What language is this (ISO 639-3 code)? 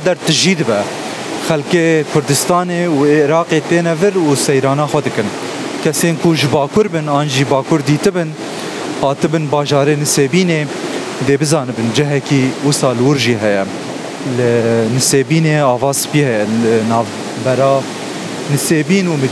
kur